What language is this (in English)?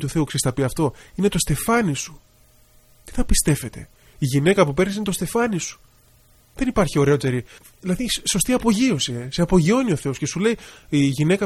Greek